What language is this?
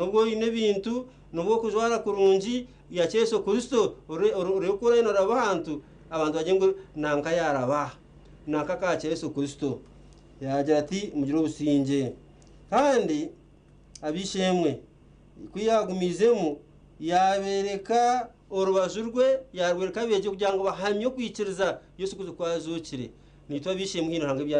Nyankole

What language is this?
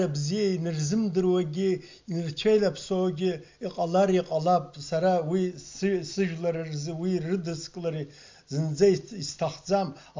Abkhazian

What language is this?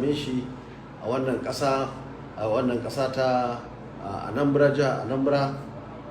Hausa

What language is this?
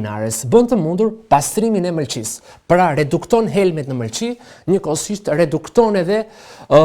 Albanian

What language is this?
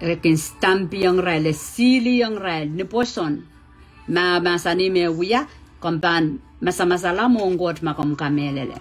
Pohnpeian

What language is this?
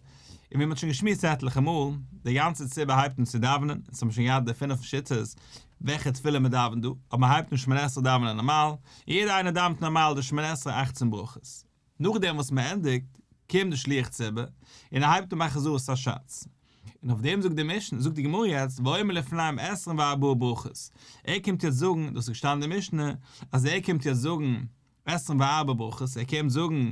Yiddish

